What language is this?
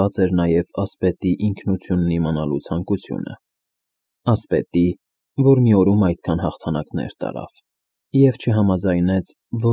Armenian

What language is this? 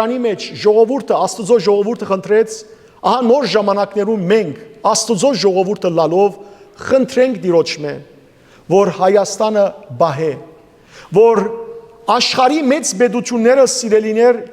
Western Armenian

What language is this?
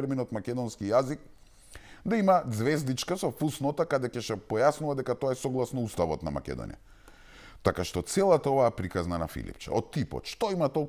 Macedonian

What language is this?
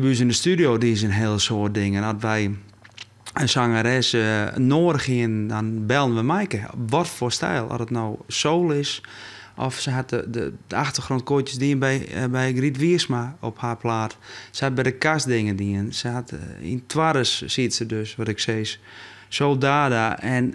Western Frisian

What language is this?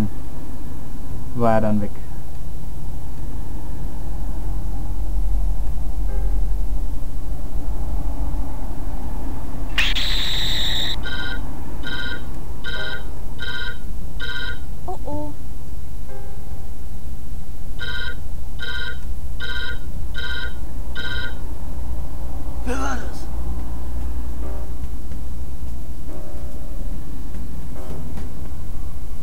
German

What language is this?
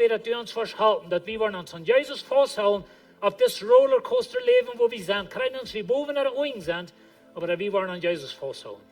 Plautdietsch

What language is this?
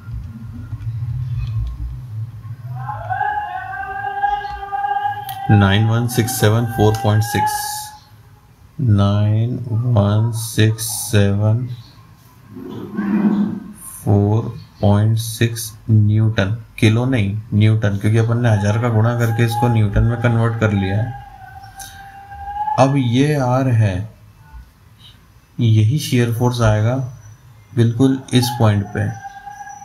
Hindi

